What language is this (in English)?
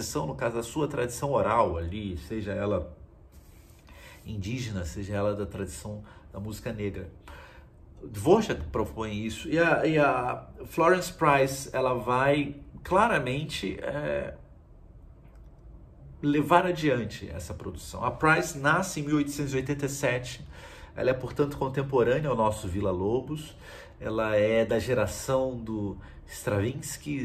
Portuguese